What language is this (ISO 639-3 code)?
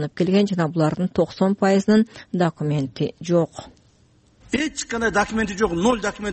kir